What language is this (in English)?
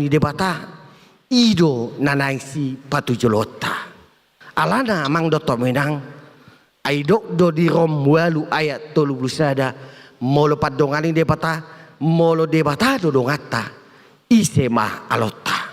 Batak Toba